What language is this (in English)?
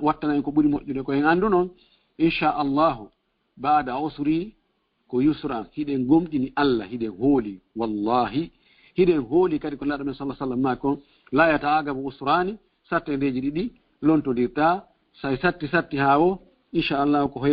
Fula